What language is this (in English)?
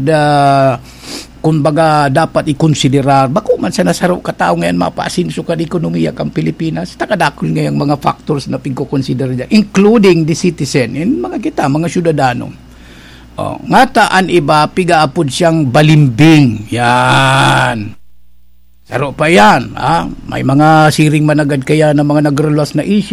Bikol